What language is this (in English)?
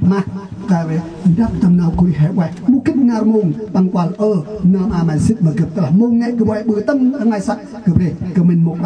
Central Mnong